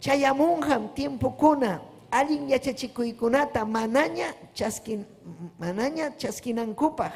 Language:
Ayacucho Quechua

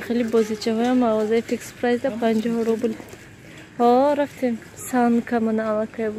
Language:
Tajik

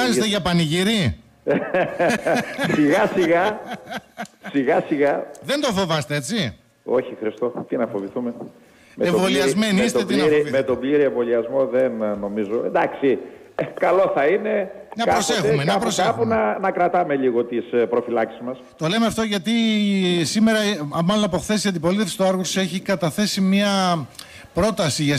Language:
Greek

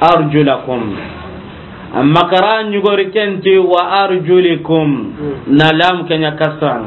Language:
Soninke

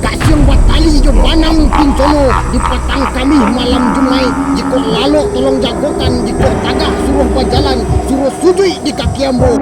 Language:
Minangkabau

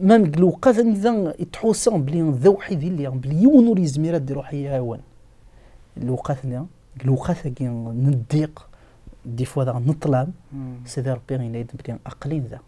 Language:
Kabyle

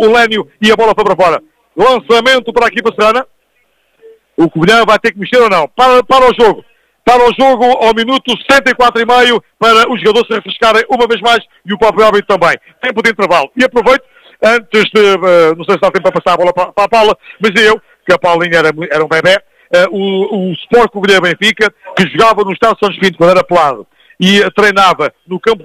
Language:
Portuguese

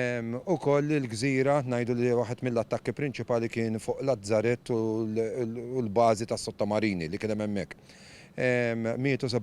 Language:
Maltese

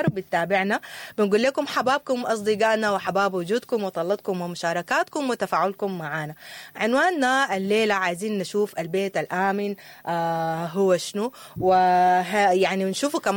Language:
Sudanese Arabic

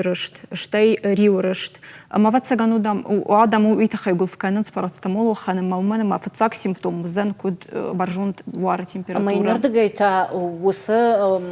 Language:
Ossetic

